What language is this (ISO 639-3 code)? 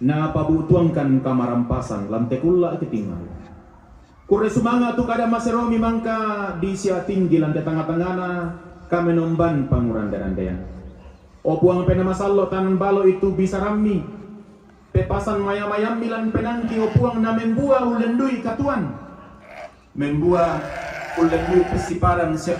sda